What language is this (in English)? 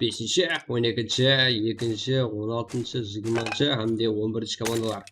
Kara-Kalpak